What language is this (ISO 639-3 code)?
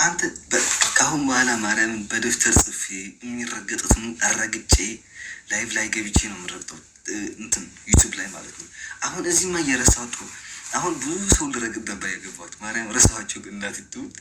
amh